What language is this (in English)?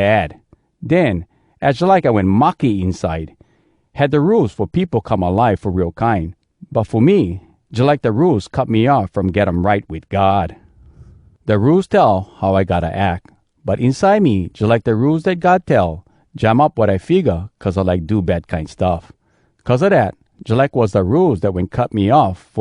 Hawai'i Creole English